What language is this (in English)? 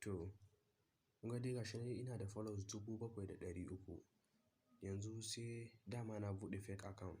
Hausa